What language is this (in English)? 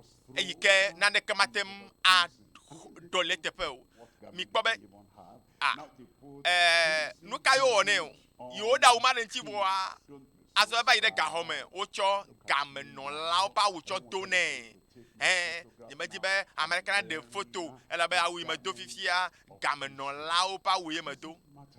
Ewe